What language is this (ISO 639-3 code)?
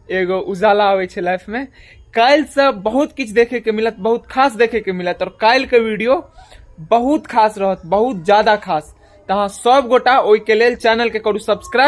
mai